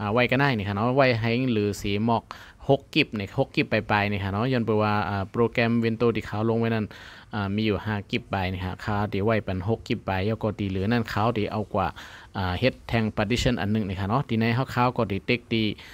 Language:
Shan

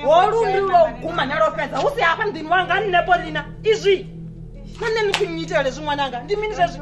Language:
Venda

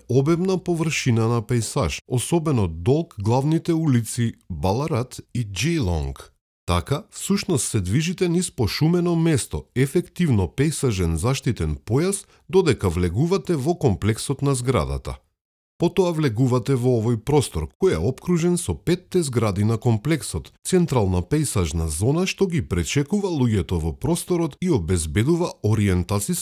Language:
Macedonian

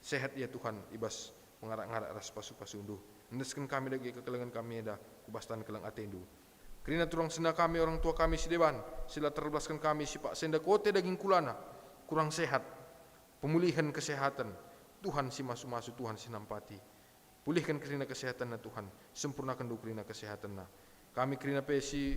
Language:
Batak Karo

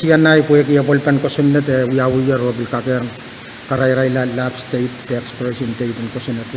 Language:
Pohnpeian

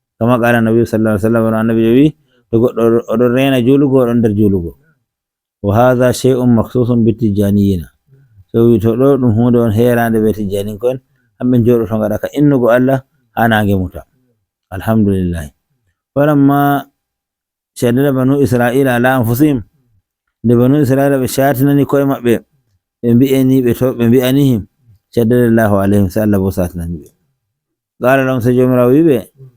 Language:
Nigerian Fulfulde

